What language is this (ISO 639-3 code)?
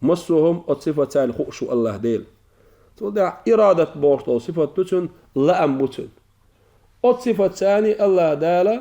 che